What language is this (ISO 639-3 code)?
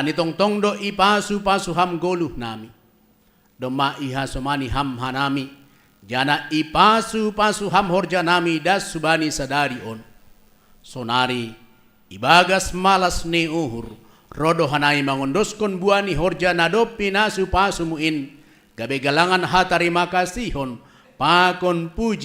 bts